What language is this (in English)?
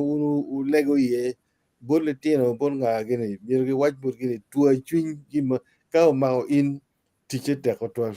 Acoli